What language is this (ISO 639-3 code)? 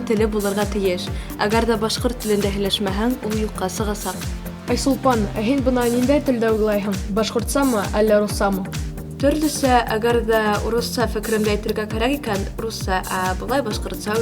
bak